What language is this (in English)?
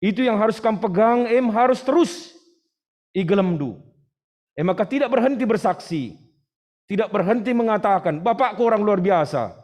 Batak Karo